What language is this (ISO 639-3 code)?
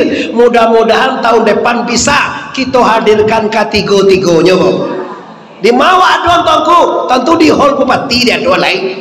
min